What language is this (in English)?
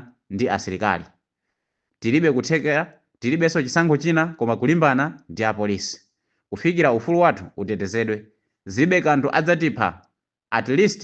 Nyanja